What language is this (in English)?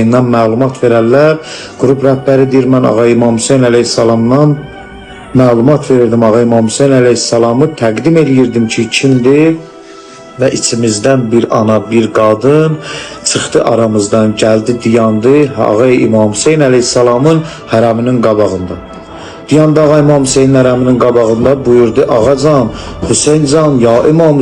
Azerbaijani